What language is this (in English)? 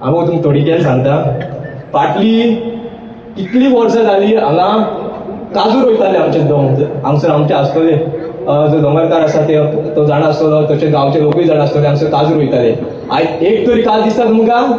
Konkani